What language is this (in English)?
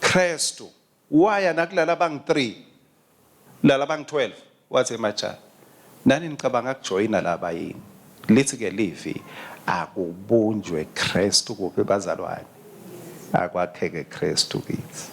Swati